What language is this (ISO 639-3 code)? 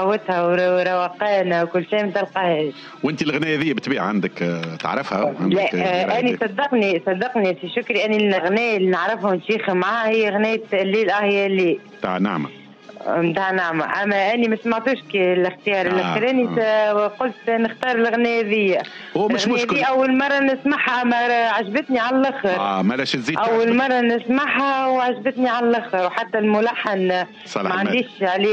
aeb